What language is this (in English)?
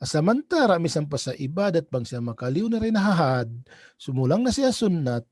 Tausug